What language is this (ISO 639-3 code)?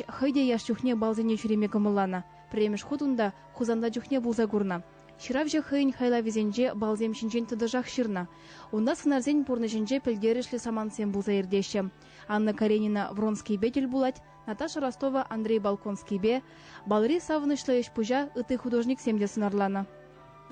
chv